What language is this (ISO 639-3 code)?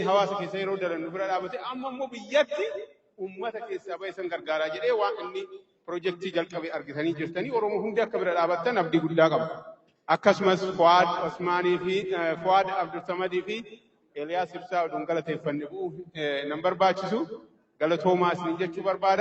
orm